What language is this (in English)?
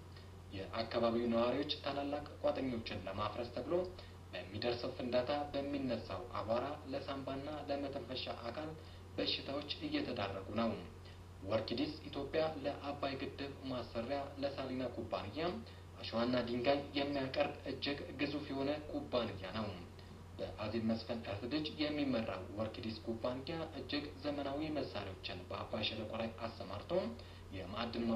Amharic